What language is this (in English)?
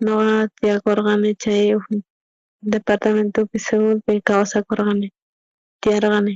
South Bolivian Quechua